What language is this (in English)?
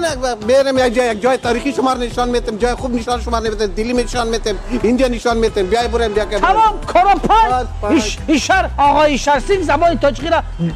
Tajik